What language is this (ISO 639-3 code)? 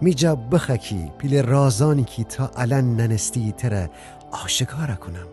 glk